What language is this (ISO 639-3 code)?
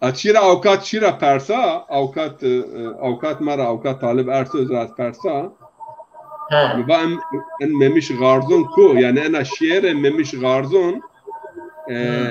zza